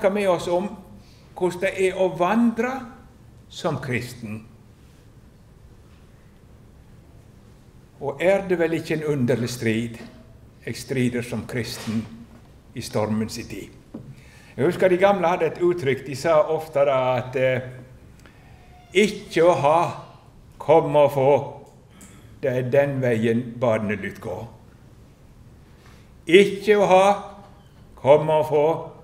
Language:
Norwegian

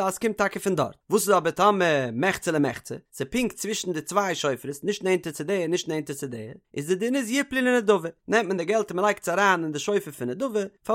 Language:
Yiddish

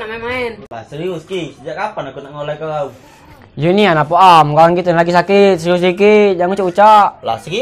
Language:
Musi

